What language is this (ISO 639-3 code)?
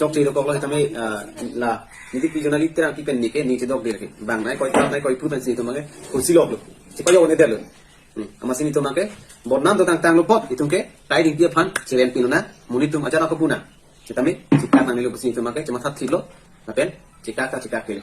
mjw